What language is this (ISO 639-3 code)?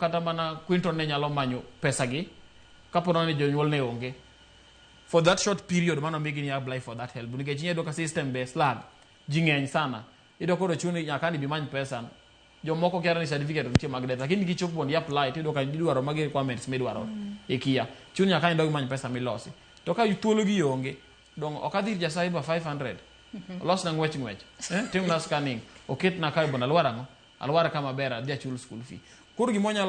luo